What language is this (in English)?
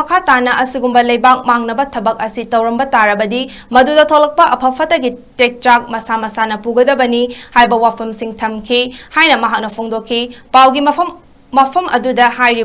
Manipuri